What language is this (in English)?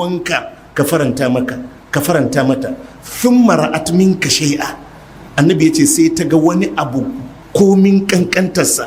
Hausa